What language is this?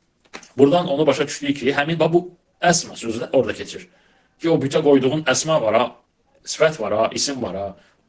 Azerbaijani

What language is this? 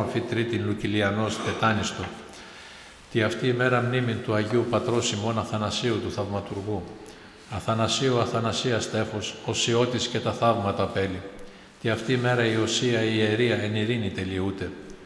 Greek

